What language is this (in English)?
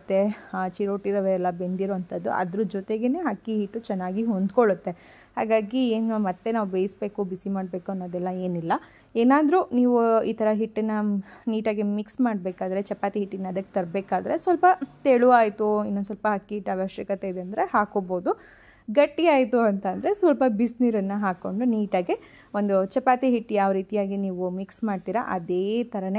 Kannada